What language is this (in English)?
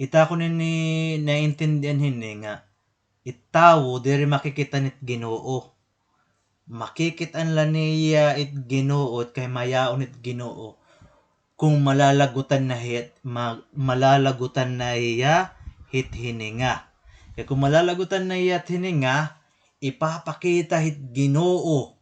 Waray